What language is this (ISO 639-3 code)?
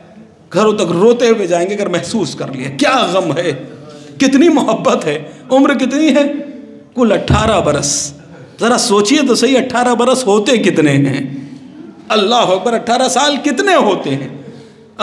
urd